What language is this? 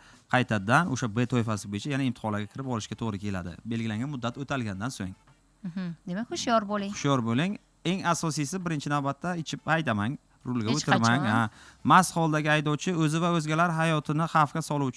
Uzbek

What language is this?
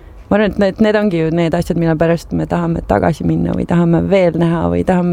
Estonian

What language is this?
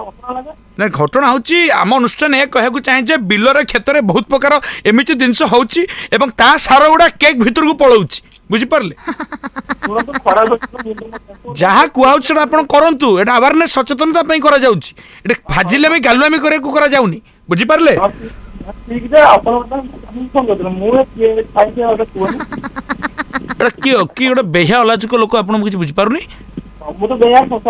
Odia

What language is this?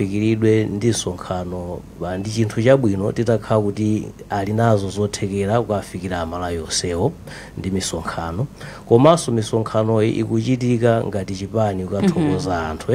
Nyanja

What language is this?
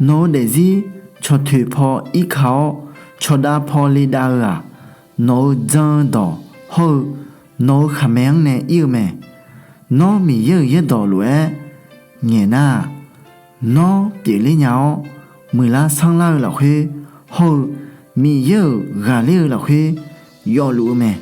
Akha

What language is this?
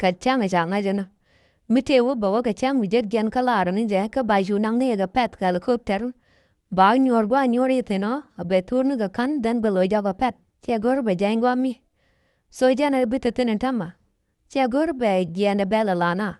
Nuer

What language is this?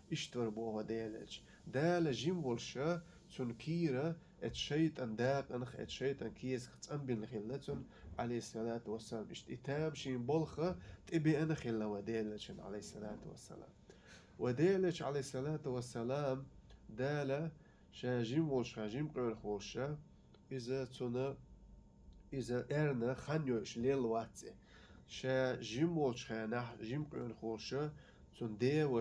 Chechen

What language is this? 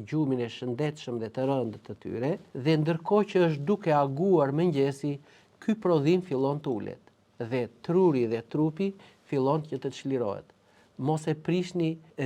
Albanian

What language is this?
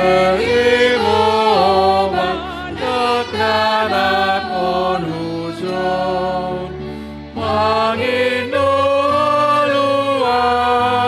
Batak Simalungun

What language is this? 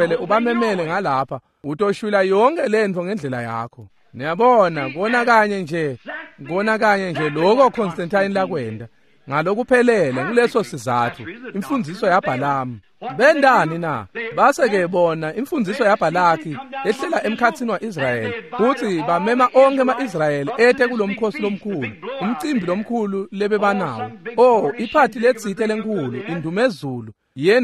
Swati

